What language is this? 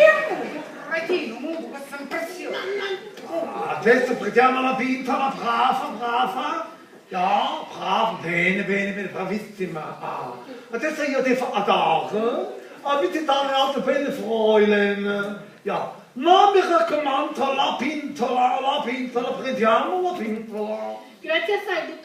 Sicilian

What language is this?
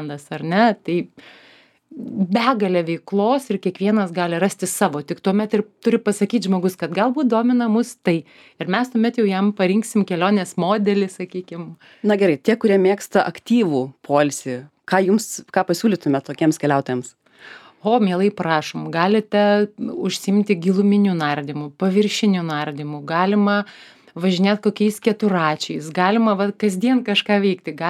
Lithuanian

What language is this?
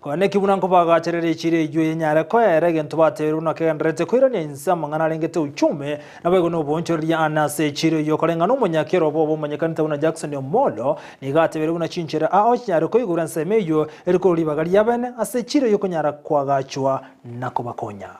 Gusii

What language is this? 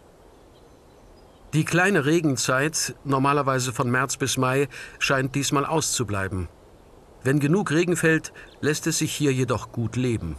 German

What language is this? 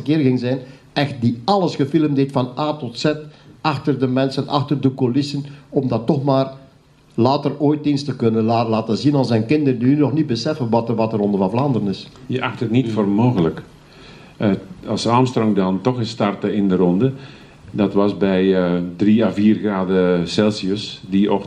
Dutch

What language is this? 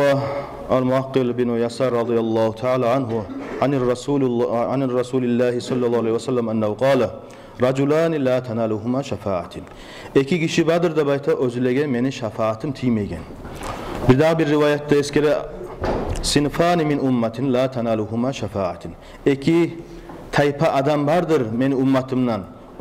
Kumyk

